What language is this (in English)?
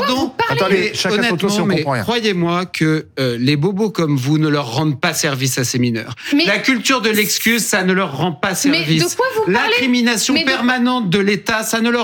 French